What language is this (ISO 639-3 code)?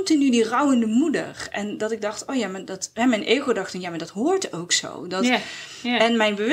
nld